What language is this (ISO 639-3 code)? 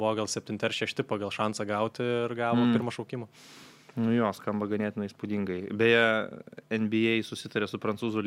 lit